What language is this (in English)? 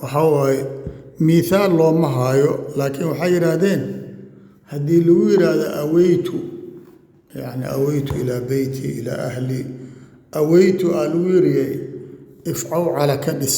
Somali